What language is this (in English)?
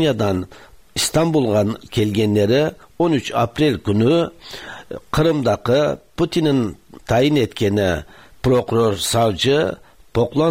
Tatar